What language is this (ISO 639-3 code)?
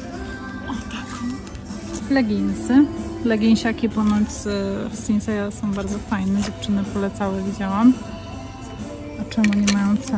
pol